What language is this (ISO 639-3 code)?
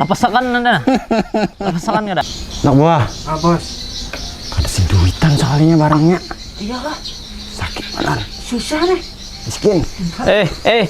bjn